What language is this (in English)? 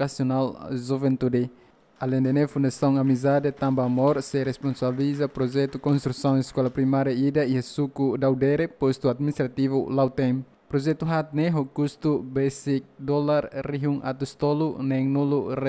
Tetum